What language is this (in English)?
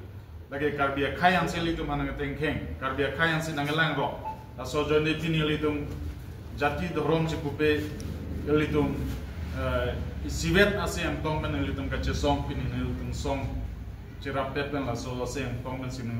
Karbi